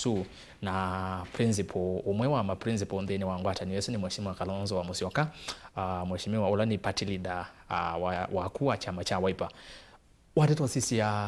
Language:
Kamba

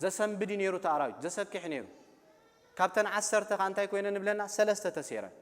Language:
Tigrinya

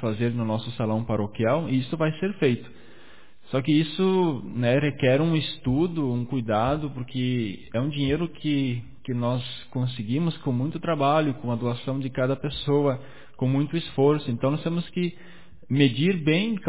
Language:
Portuguese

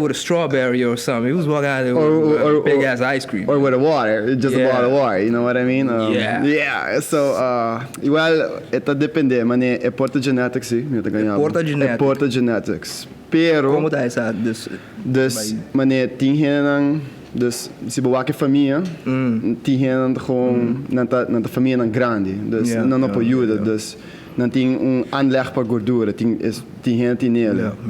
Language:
Papiamento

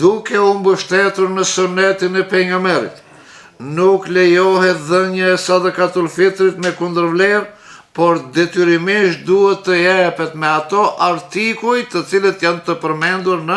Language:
Albanian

